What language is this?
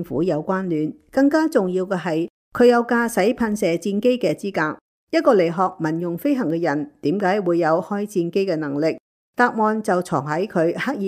Cantonese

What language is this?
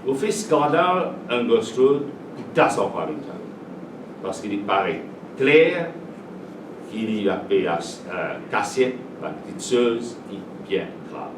Morisyen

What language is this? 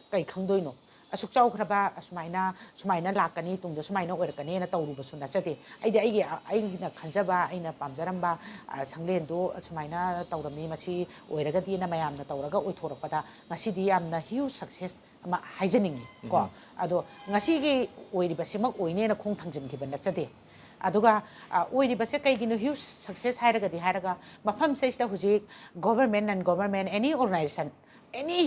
Manipuri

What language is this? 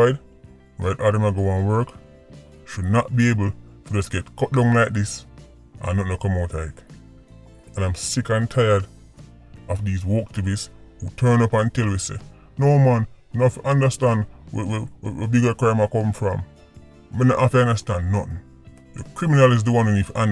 Jamaican Creole English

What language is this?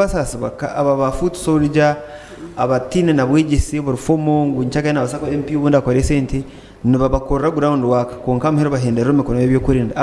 Nyankole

